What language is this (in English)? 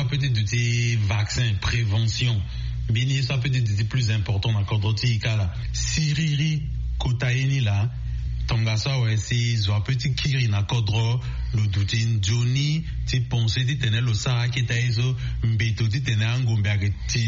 Sango